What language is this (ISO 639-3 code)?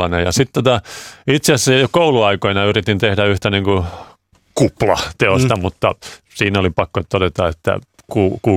fin